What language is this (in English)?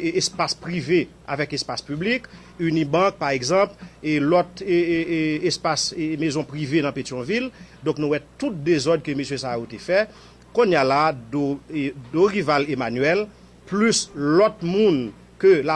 Haitian Creole